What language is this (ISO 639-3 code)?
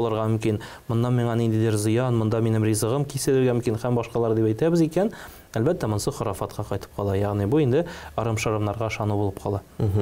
tat